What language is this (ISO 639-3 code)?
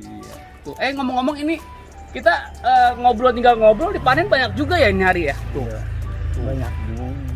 bew